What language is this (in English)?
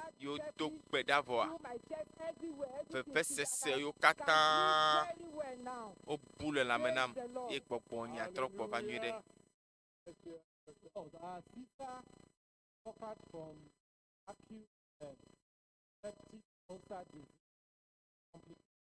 Ewe